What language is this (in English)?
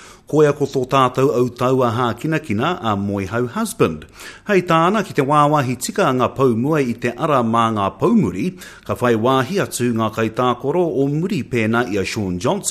Māori